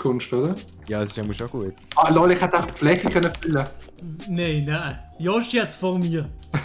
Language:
Swiss German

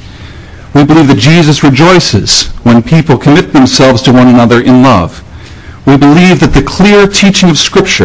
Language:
English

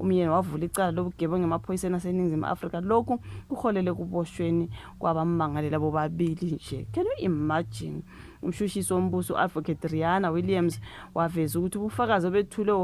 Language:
Zulu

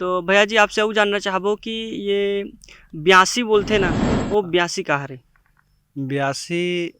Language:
Chhattisgarhi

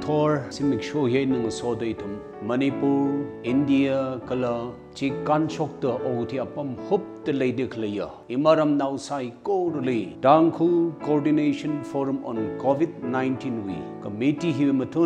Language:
Tangkhul Naga (India)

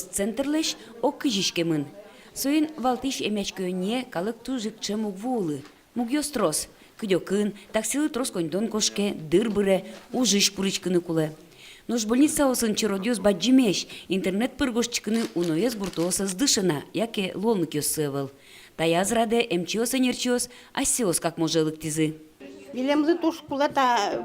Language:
Udmurt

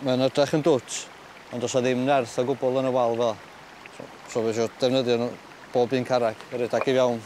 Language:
Welsh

